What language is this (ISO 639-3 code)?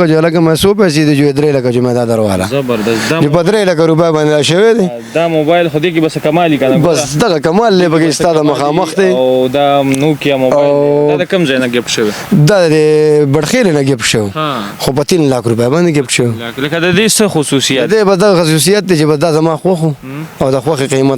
pus